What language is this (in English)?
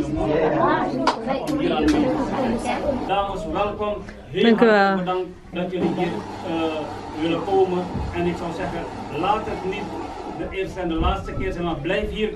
Dutch